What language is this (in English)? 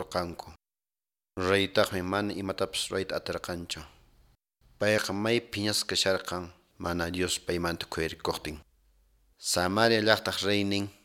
Quechua